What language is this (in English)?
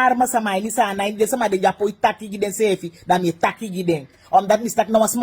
Sranan Tongo